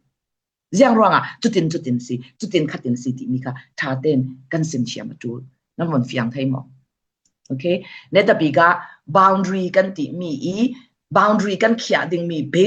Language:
Falam Chin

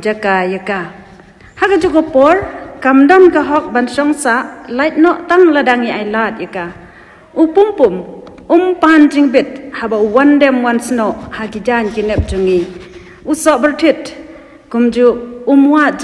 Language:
Khasi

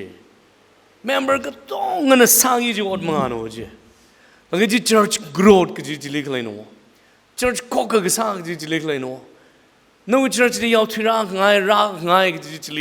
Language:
Tangkhul Naga (India)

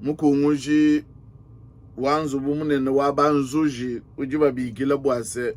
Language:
Luba-Lulua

